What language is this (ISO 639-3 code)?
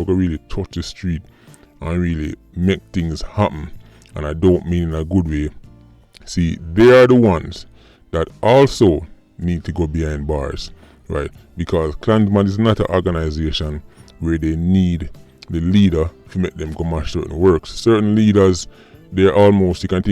jam